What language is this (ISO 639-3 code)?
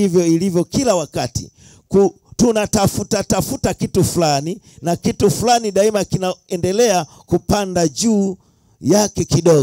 swa